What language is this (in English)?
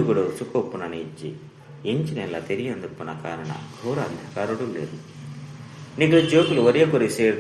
Tulu